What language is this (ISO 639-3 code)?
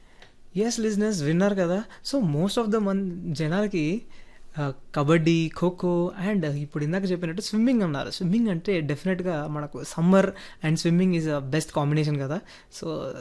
tel